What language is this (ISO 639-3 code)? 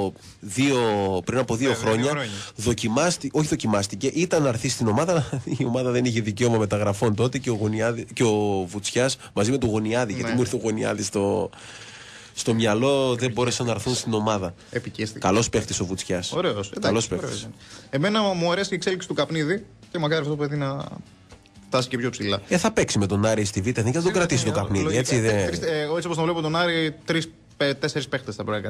ell